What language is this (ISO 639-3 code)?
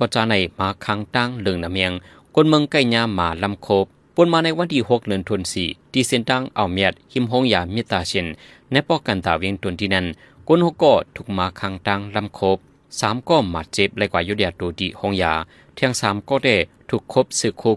shn